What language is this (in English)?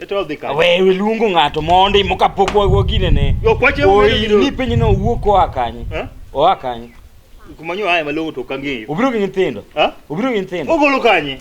Luo (Kenya and Tanzania)